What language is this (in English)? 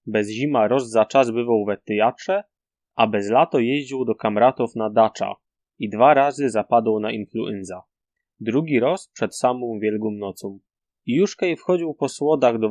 Silesian